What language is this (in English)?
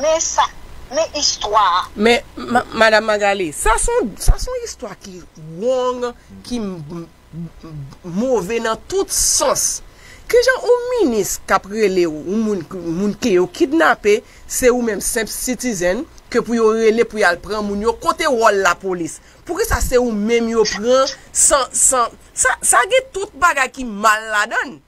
Haitian Creole